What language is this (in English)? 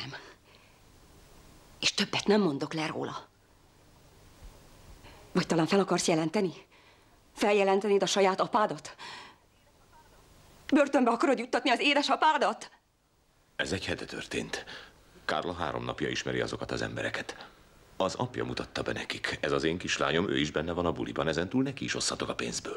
Hungarian